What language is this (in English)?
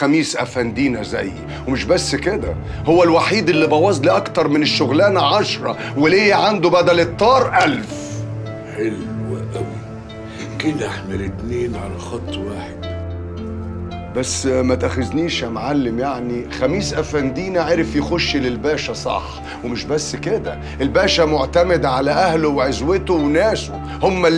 Egyptian Arabic